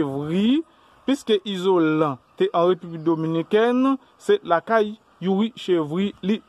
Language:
Haitian Creole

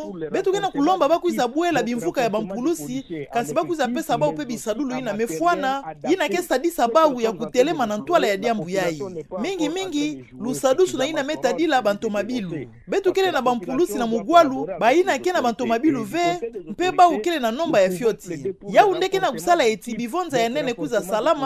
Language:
Kituba (Democratic Republic of Congo)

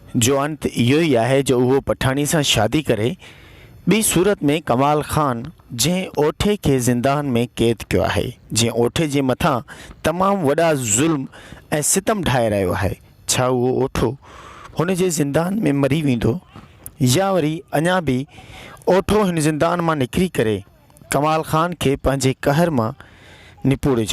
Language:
Sindhi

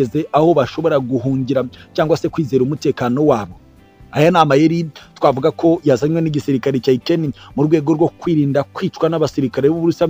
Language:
Kinyarwanda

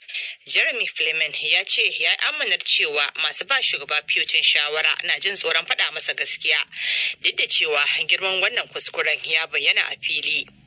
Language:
Hausa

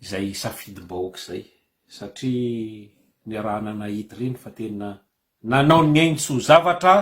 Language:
Malagasy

